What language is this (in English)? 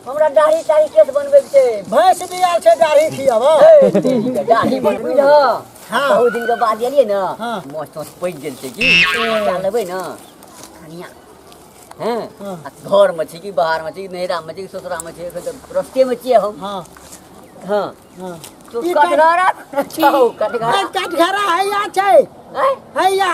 Maithili